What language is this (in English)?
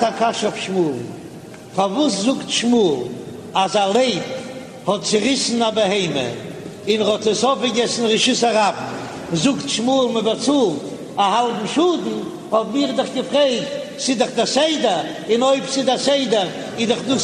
Yiddish